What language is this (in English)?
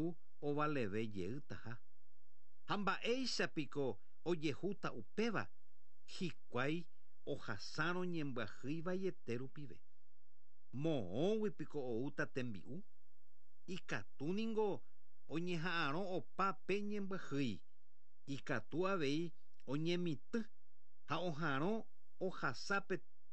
Guarani